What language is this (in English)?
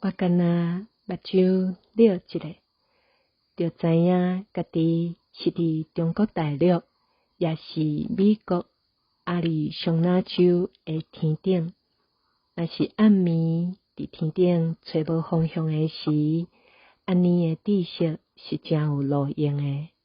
Min Nan Chinese